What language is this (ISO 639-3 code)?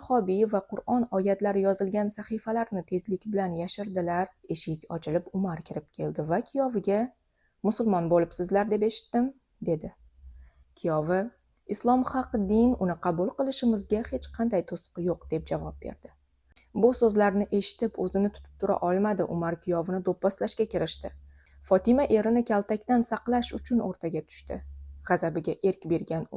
uzb